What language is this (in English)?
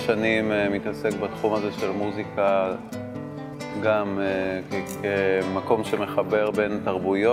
Hebrew